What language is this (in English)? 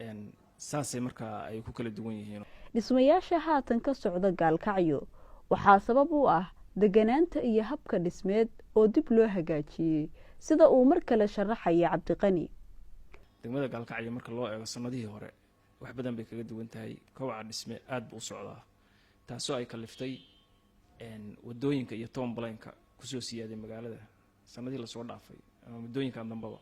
Somali